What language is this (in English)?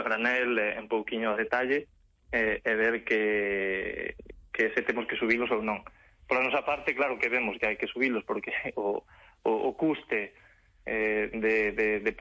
Galician